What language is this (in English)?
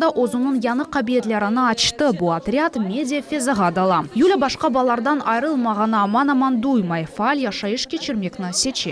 Crimean Tatar